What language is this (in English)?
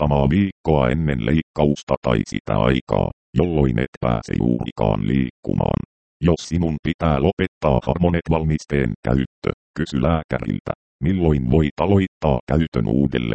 Finnish